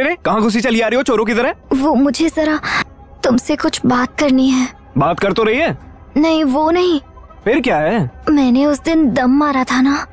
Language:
Hindi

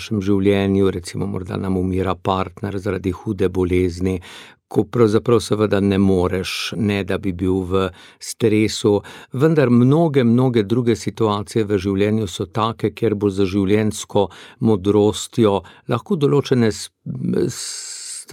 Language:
Slovenian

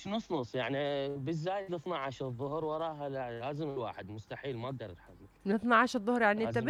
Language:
Mesopotamian Arabic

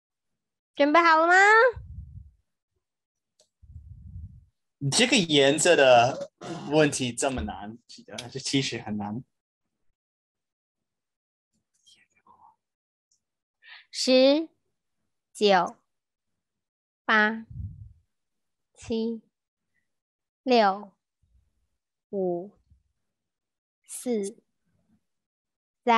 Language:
Chinese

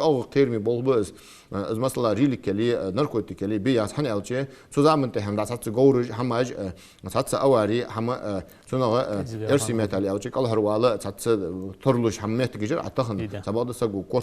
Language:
Ingush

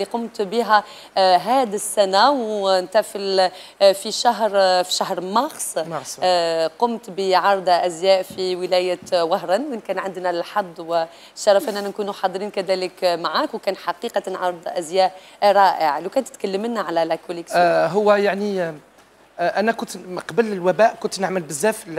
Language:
Algerian Arabic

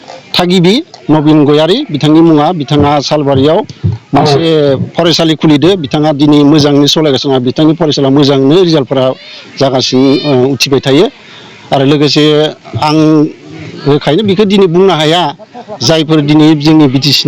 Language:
Bodo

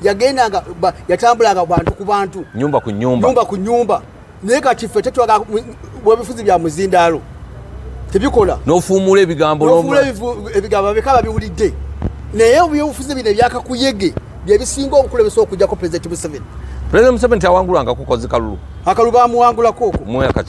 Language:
Ganda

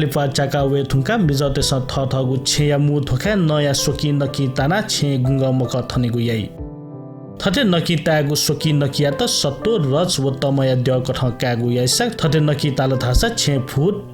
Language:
Newari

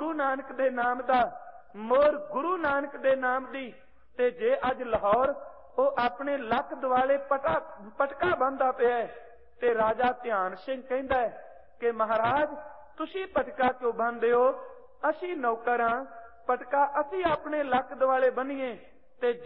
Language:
Punjabi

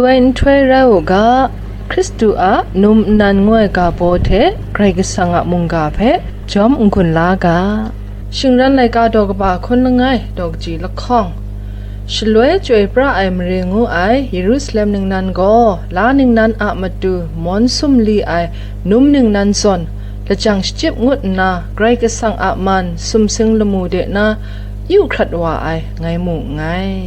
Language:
Kachin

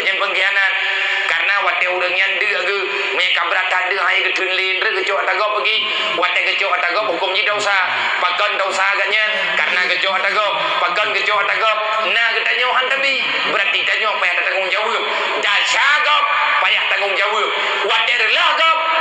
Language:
Achinese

